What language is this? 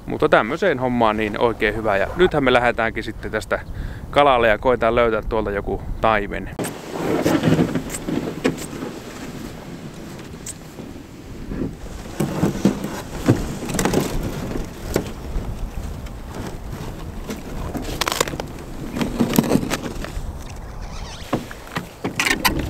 Finnish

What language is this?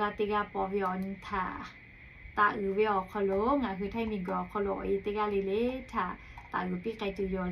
Lahu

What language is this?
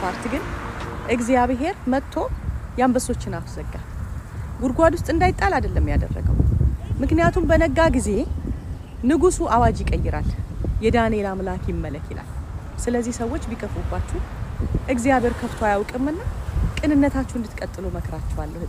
Amharic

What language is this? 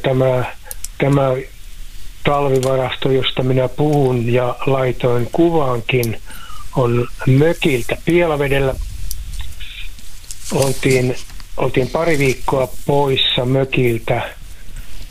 Finnish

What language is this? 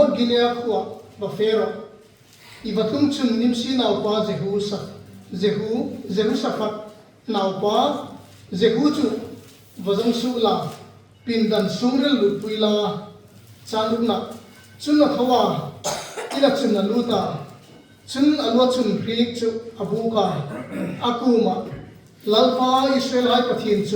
Hmar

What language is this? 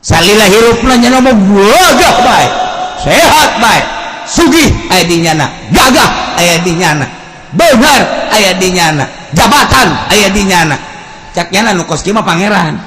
Sundanese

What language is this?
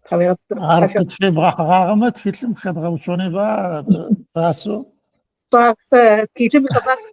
Adyghe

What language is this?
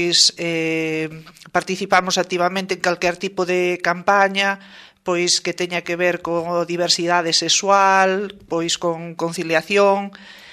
Galician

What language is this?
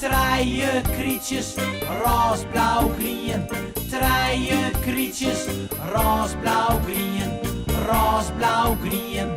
Western Frisian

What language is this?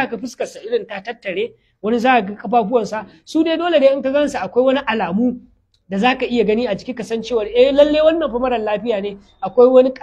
Hausa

